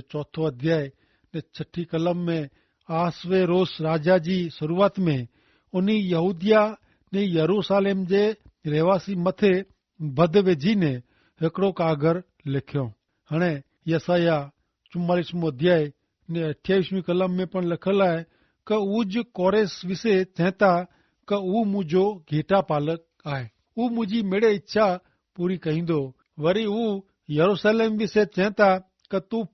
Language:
Kachhi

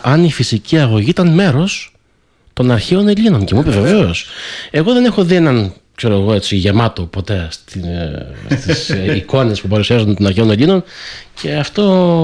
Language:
Greek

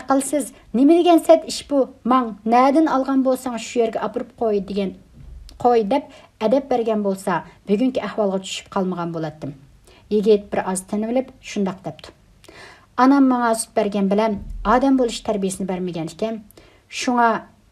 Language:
Uyghur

